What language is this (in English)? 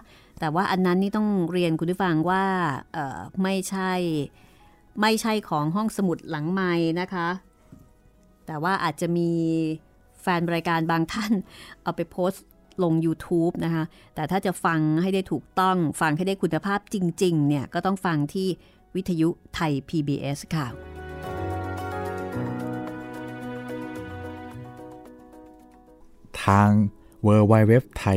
Thai